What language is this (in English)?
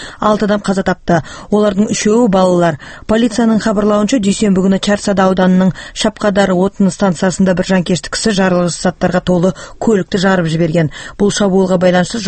Kazakh